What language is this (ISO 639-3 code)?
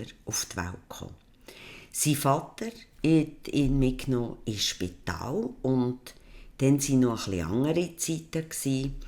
gsw